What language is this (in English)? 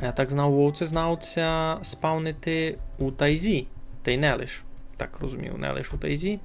Rusyn